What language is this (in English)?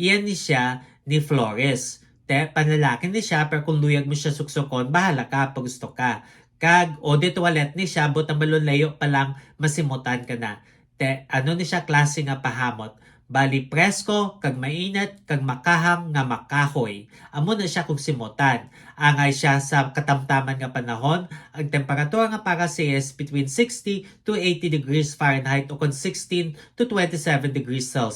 Hiligaynon